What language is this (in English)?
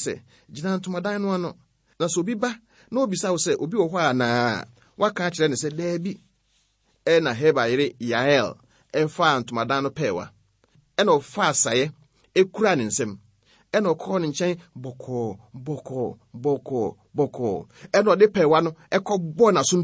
Akan